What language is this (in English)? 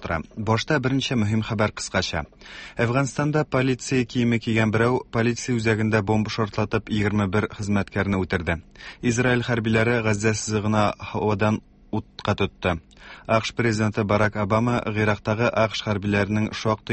Tatar